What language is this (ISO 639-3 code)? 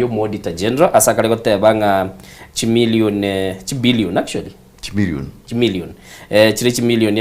guz